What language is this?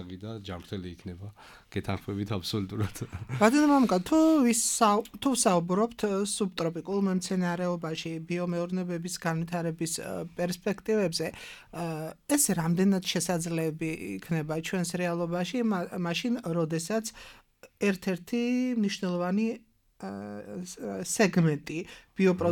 Georgian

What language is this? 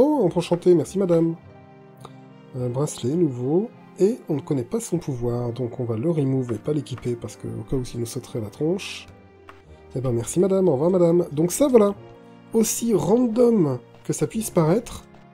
French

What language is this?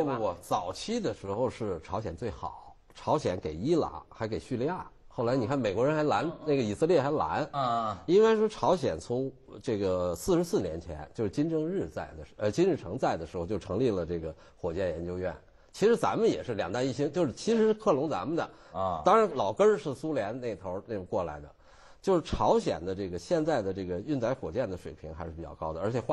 Chinese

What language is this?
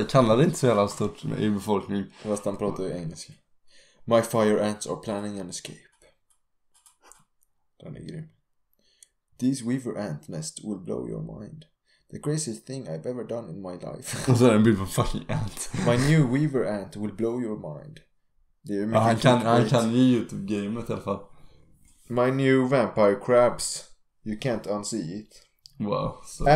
Swedish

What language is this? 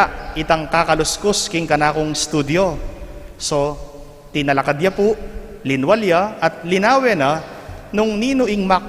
Pampanga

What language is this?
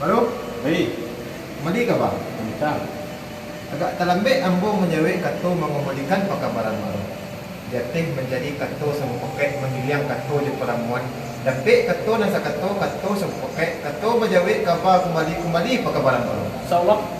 Minangkabau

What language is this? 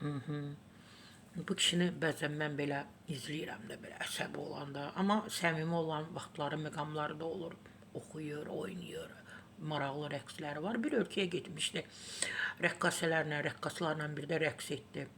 Azerbaijani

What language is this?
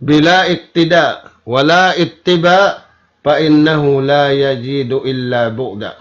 Tausug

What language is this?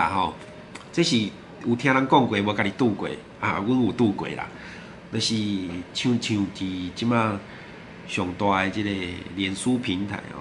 Min Nan Chinese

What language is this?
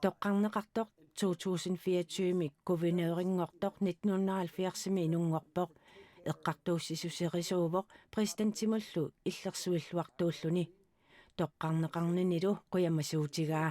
Kalaallisut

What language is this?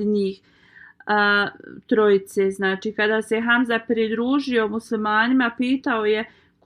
Bosnian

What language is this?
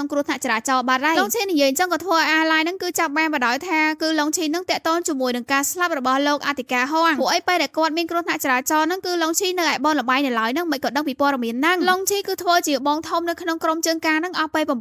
Khmer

